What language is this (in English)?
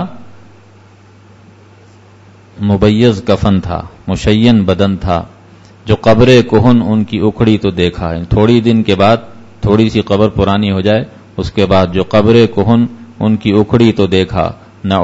Urdu